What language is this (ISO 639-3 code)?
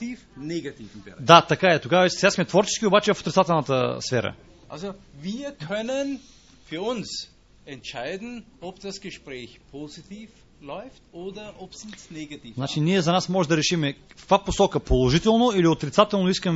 bul